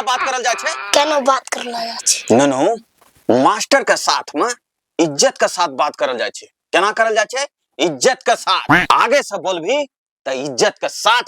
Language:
Angika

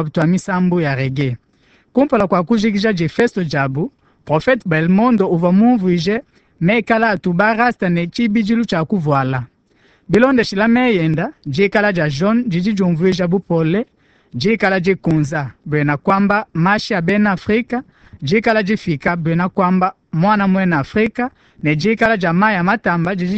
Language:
Luba-Lulua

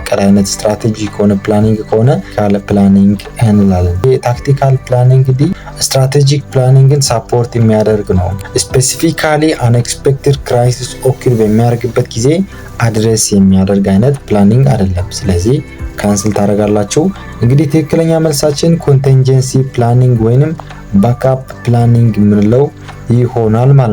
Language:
Amharic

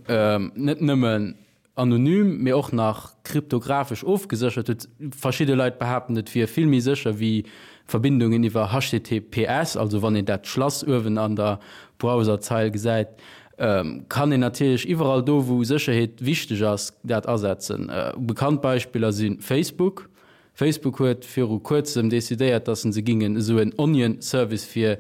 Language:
Luxembourgish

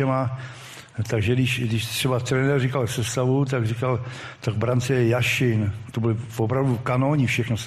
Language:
Czech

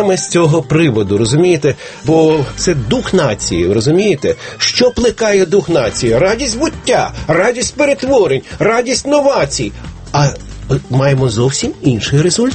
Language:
Ukrainian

